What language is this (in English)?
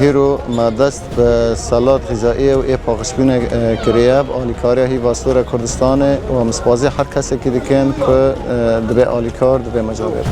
Kurdish